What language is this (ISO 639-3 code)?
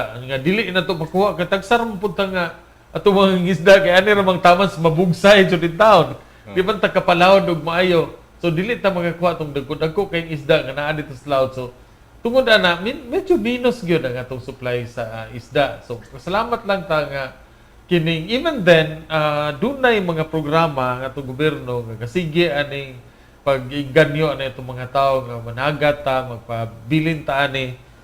ceb